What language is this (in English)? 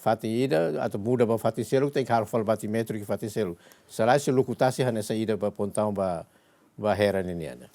Tetum